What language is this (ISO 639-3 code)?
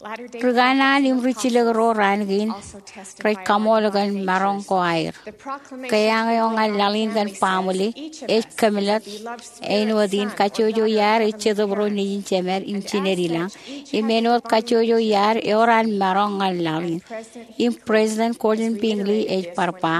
mah